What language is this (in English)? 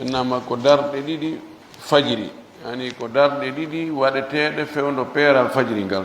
Pular